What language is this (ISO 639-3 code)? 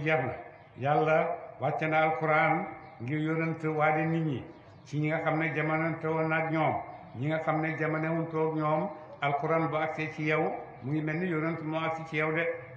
wol